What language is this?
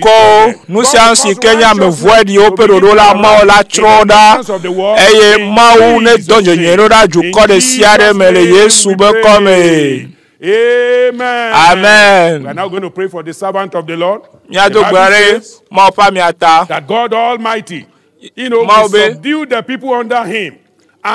Ewe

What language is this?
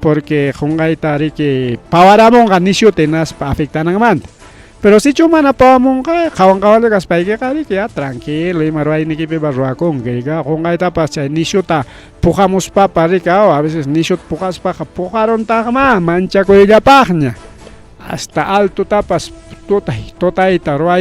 Ayacucho Quechua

